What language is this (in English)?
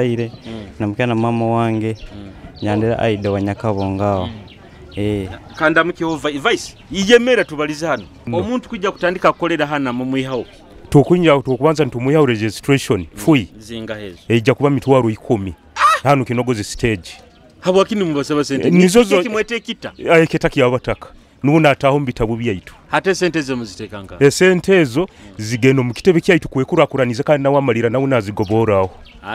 Nyoro